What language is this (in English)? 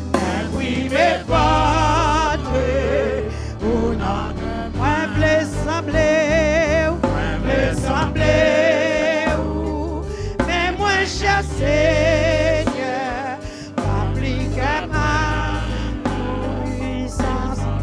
Haitian Creole